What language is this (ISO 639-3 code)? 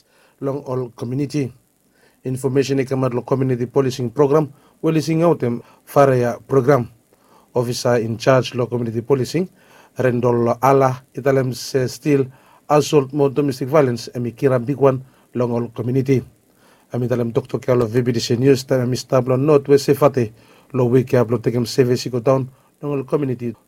bis